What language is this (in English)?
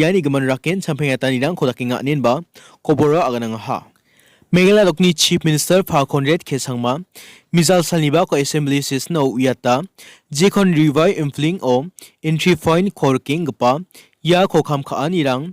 Garo